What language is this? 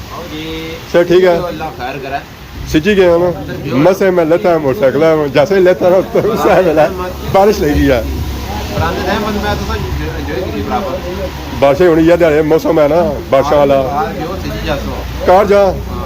Pahari-Potwari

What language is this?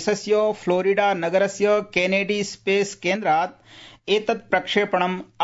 Sanskrit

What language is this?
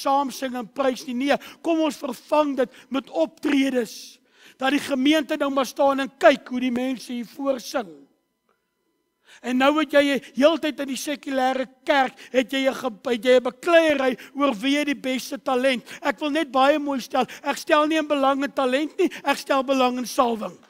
Afrikaans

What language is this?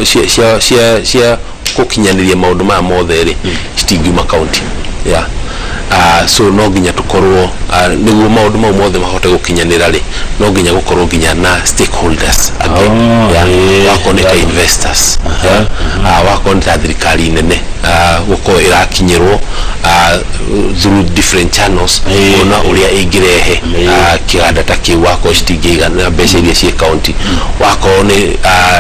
Kikuyu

